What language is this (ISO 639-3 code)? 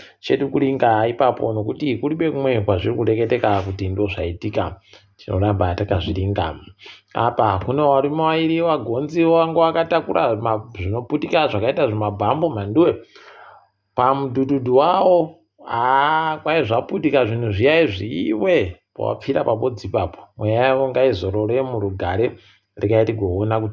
ndc